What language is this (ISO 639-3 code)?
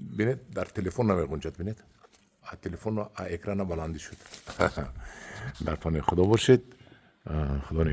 tgk